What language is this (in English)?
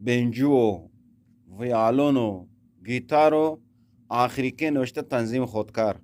Eastern Balochi